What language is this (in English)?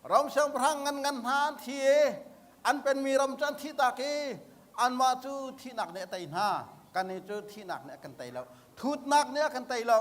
Hakha Chin